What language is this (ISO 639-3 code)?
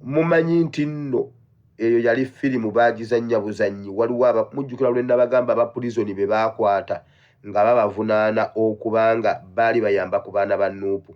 lug